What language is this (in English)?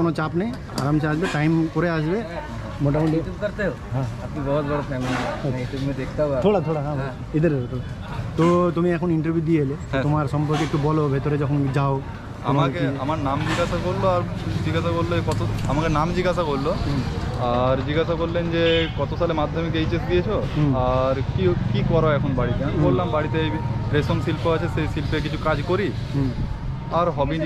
Bangla